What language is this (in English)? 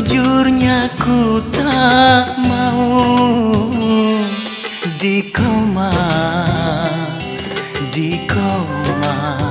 Malay